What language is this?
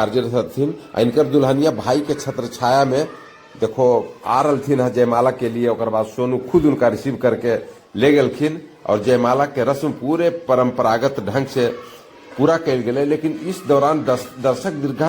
Magahi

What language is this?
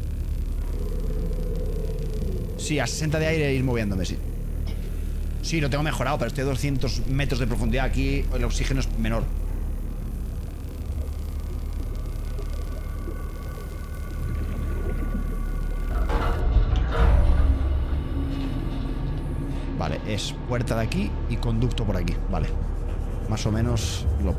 Spanish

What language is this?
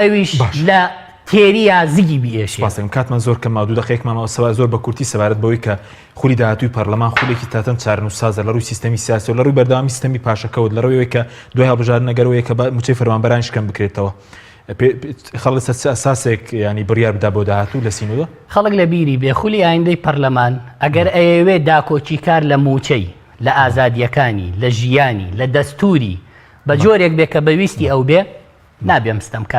Central Kurdish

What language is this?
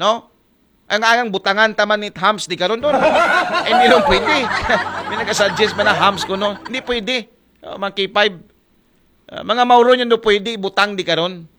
Aklanon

